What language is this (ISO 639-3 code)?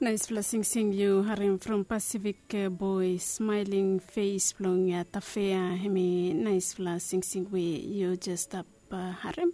bis